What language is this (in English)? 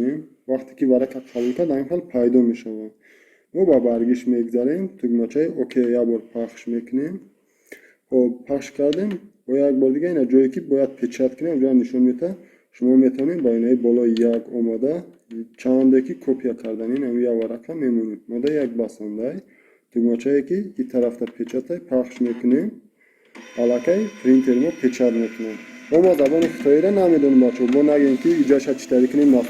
Tajik